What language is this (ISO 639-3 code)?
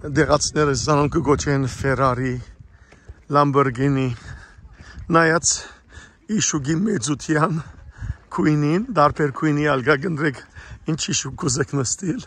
hyw